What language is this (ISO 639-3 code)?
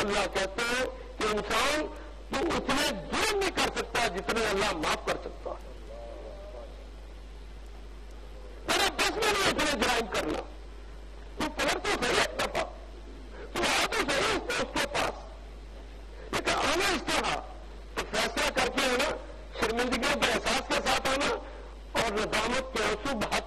urd